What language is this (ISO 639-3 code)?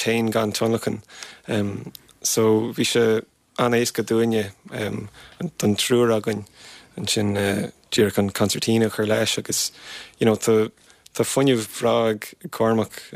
gle